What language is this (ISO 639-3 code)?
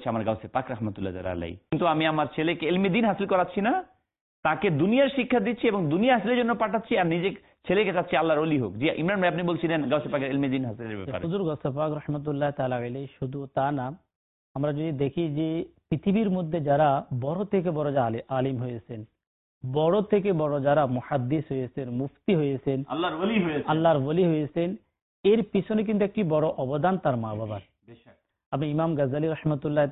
ben